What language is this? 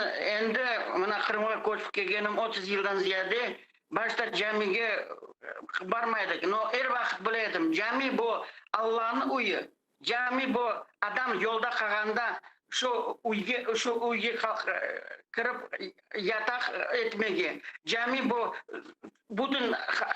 Crimean Tatar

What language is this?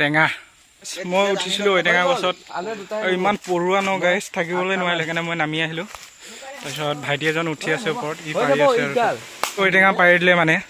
Assamese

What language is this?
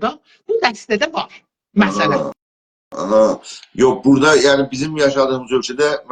South Azerbaijani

